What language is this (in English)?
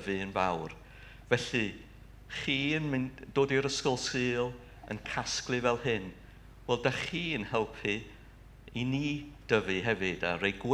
Welsh